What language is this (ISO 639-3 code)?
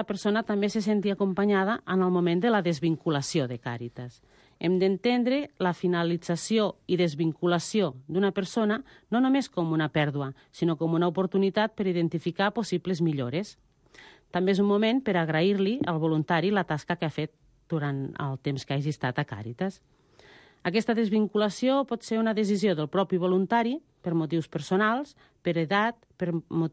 cat